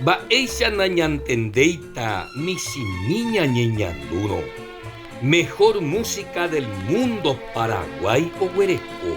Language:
Guarani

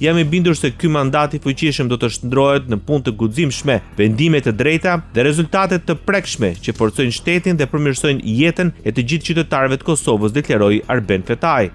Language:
Albanian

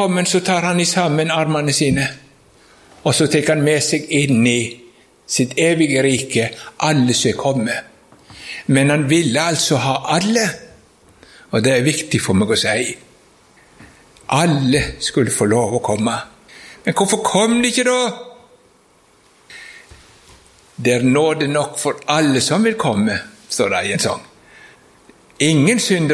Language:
Norwegian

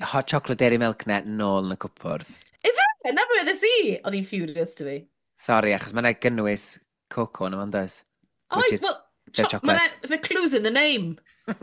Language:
Welsh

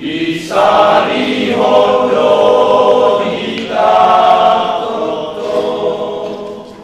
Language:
Batak Toba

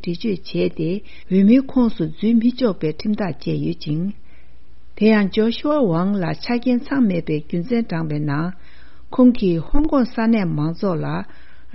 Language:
Tibetan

